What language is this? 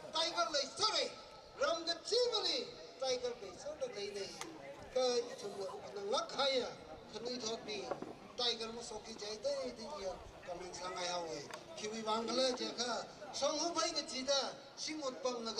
Tangkhul Naga (India)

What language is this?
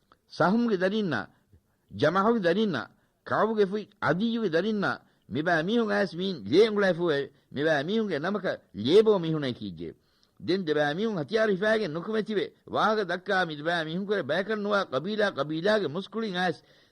Divehi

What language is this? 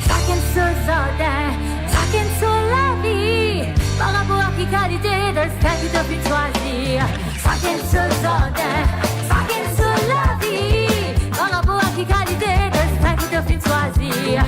Morisyen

